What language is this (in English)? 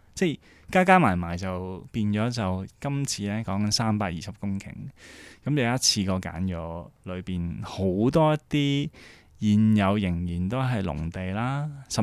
Cantonese